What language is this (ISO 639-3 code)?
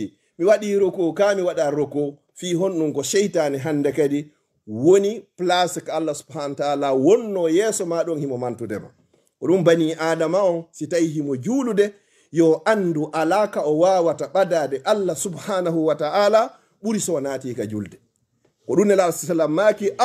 ful